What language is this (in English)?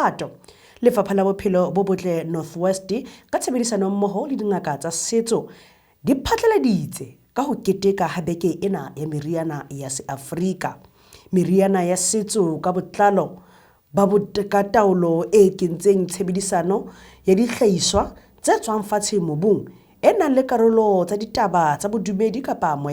Southern Sotho